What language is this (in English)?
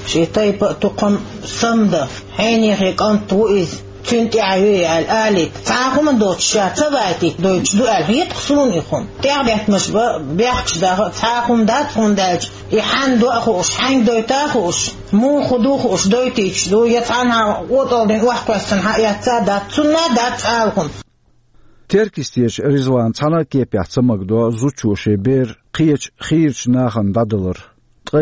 Chechen